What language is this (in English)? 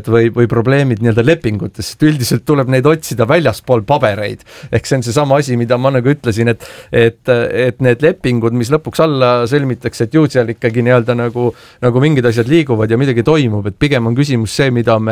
Estonian